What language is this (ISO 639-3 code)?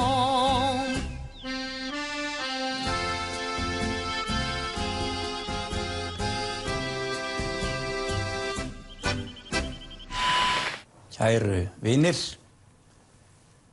isl